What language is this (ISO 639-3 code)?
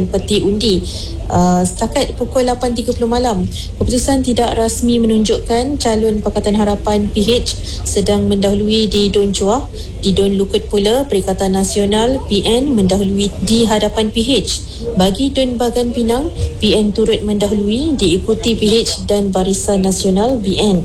msa